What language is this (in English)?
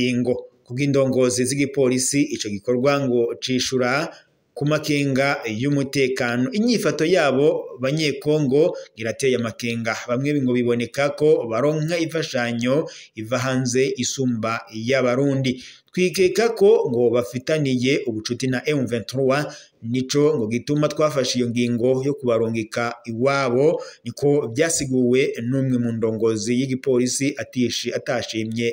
Rundi